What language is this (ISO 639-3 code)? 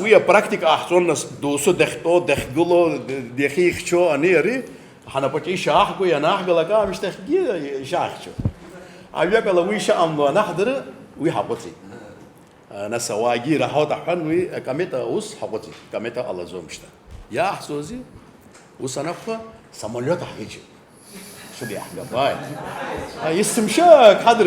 abk